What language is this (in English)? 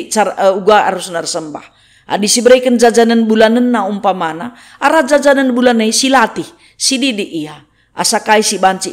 Batak Karo